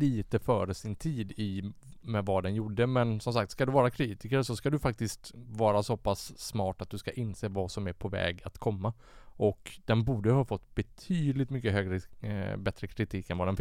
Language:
Swedish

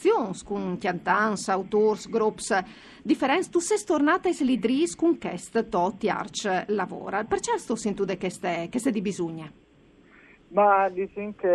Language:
Friulian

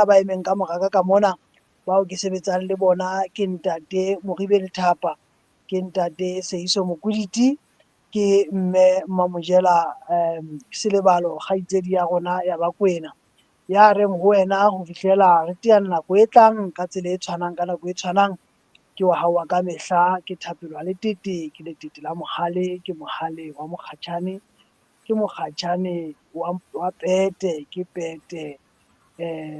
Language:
Southern Sotho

